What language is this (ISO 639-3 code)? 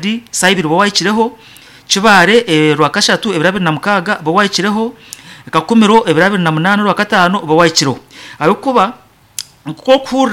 nyn